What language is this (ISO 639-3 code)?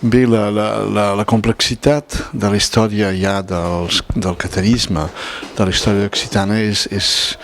oci